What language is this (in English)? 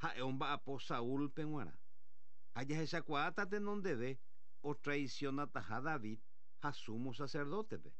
Guarani